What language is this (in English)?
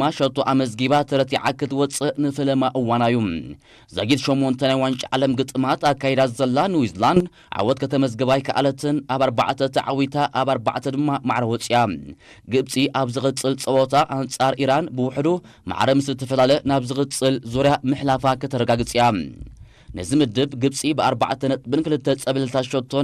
Tigrinya